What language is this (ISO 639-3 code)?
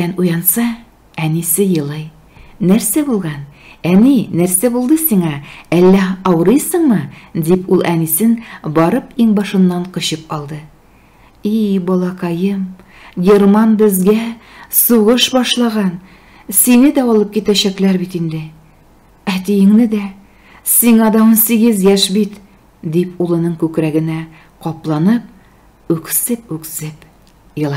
tat